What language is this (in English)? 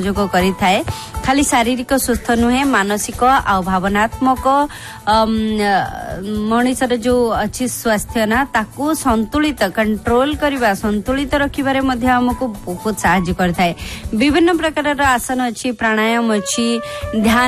Odia